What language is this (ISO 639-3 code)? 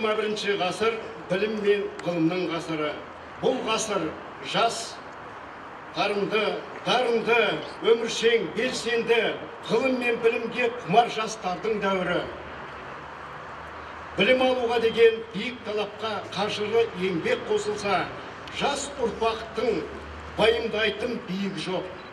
kaz